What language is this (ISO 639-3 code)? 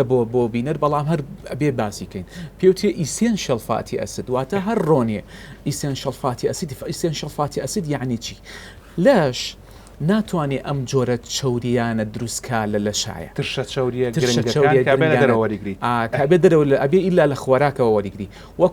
ckb